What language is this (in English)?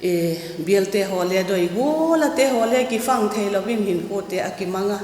Vaiphei